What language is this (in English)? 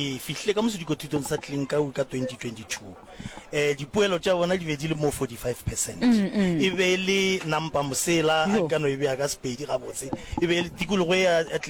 Northern Sotho